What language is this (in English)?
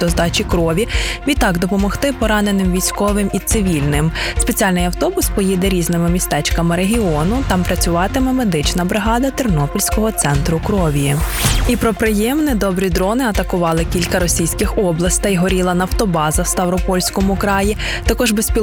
Ukrainian